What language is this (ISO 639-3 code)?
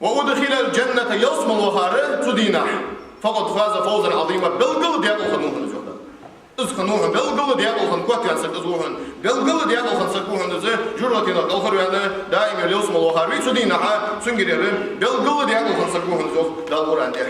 inh